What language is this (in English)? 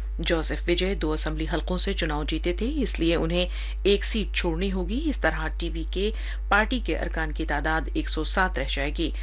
Urdu